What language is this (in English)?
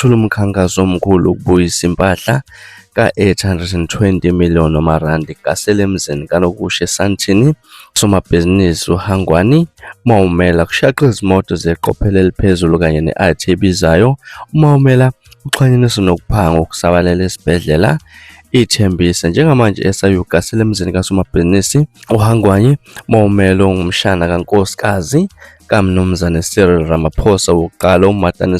Zulu